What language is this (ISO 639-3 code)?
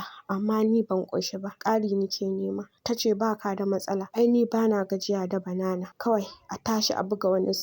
hau